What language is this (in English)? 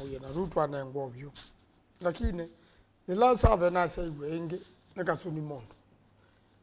Kamba